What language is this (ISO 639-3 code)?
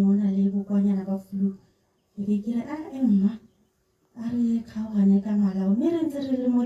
tsn